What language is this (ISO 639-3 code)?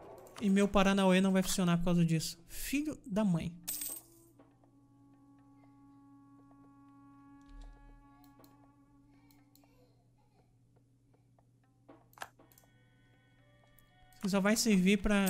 por